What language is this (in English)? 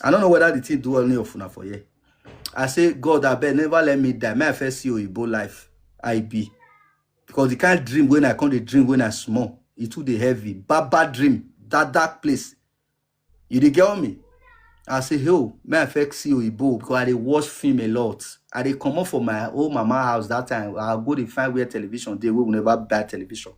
Nigerian Pidgin